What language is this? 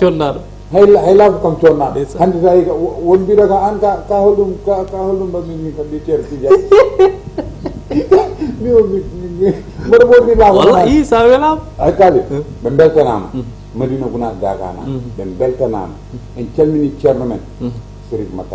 Fula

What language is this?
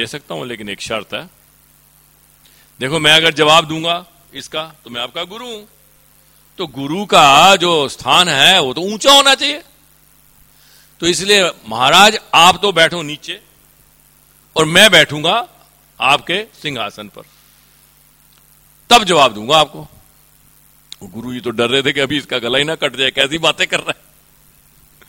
Hindi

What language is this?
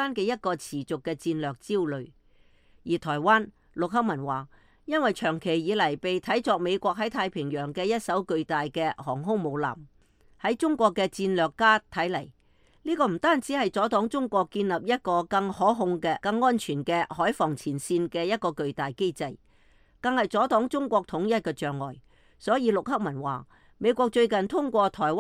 Cantonese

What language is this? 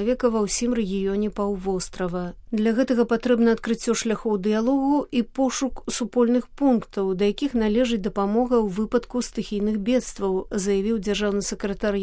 Belarusian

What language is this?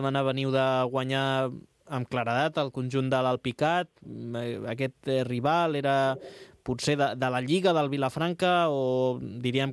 Catalan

